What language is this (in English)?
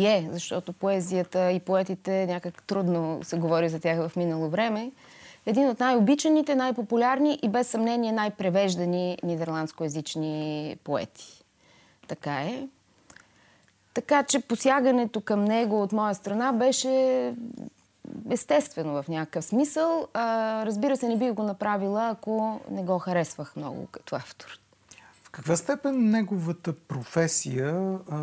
Bulgarian